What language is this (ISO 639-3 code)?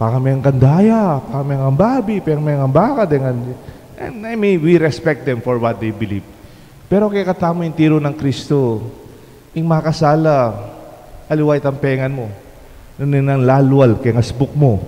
pam